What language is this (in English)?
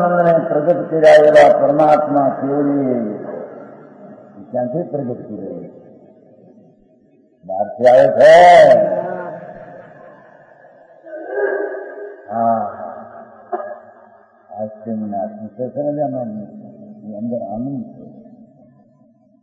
Gujarati